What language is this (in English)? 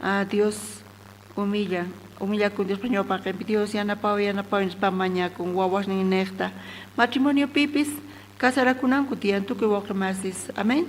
South Bolivian Quechua